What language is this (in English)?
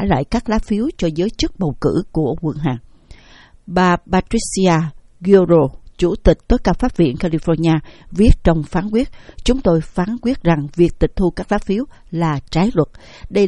Vietnamese